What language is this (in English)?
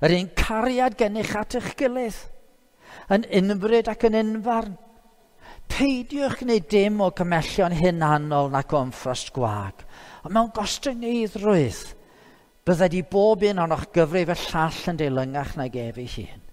Welsh